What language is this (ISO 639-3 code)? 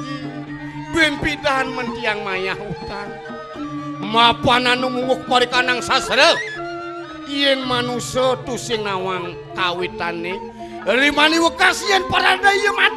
ban